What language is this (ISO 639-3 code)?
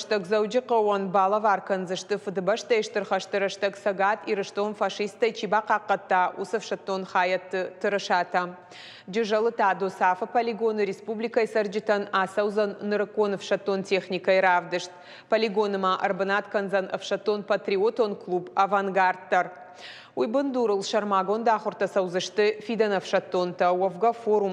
oss